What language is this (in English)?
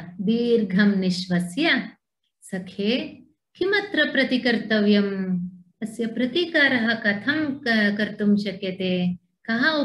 Sanskrit